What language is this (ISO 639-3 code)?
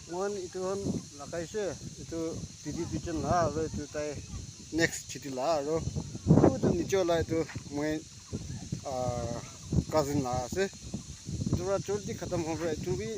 nag